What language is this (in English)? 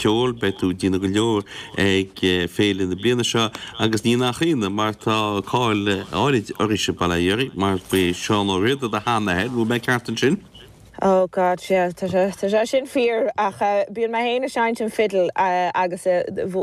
Irish